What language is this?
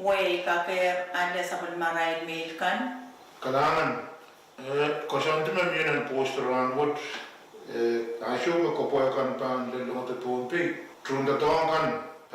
Pohnpeian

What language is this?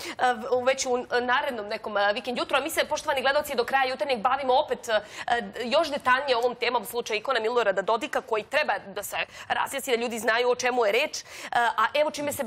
Serbian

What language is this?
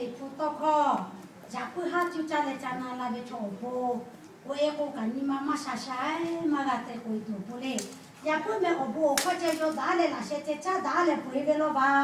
Lahu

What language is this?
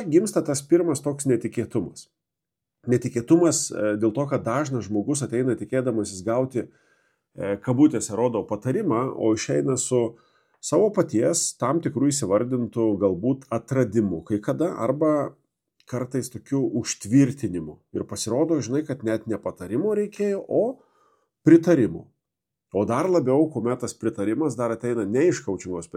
Lithuanian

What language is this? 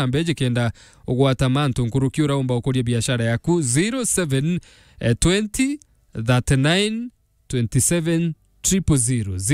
Meru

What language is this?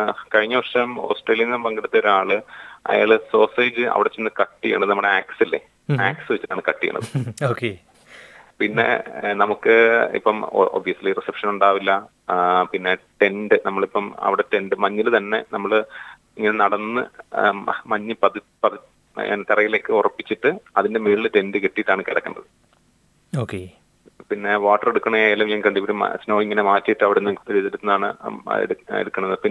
Malayalam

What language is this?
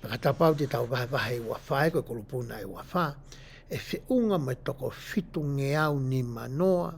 Tongan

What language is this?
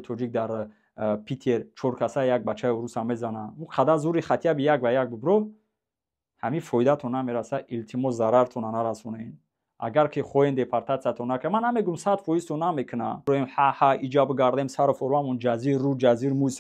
Tajik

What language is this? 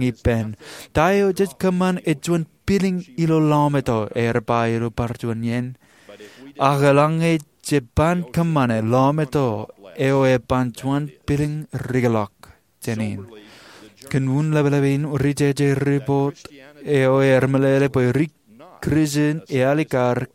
Marshallese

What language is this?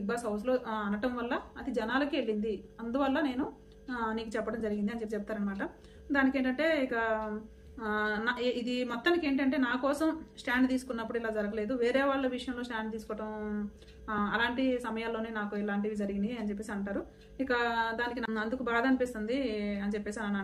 Telugu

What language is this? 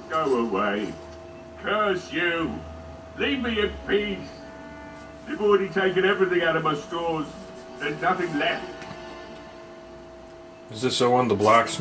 English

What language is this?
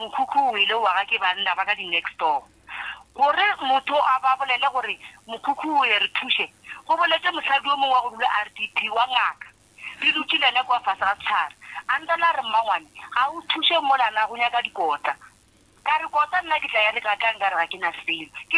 Northern Sotho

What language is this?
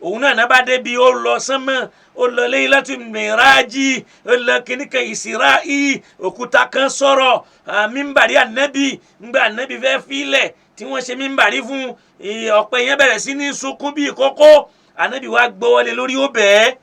Yoruba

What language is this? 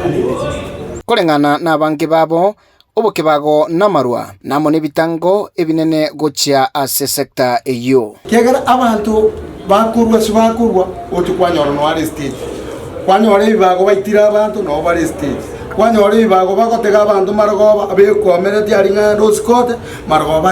Gusii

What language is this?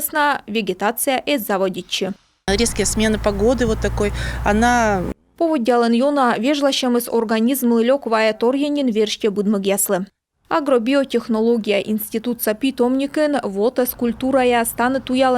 Komi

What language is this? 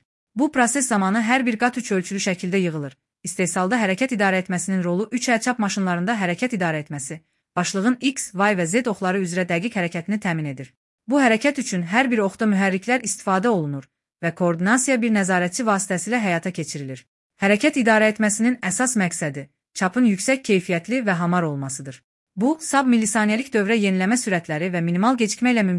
Azerbaijani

